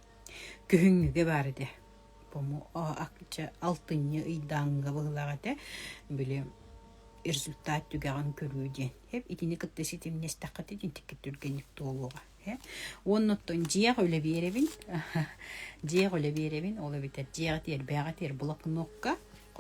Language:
Yakut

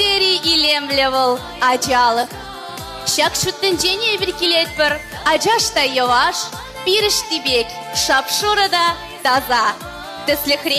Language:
Chuvash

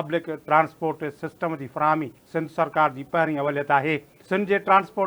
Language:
Sindhi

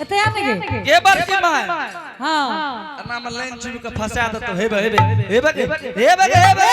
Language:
Angika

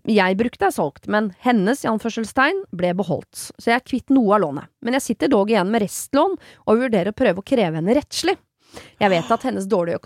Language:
Norwegian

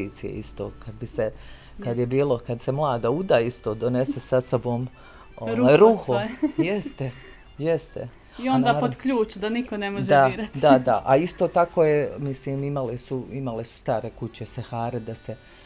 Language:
Bosnian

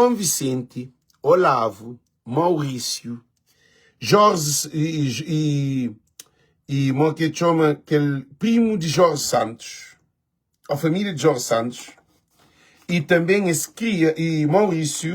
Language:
Kabuverdianu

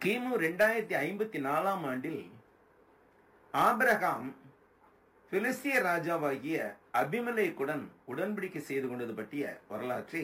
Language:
Tamil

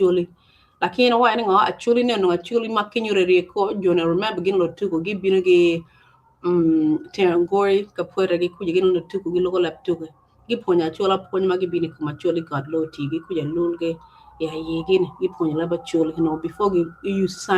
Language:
Acoli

